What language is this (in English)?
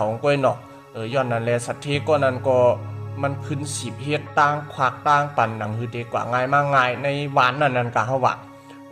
Shan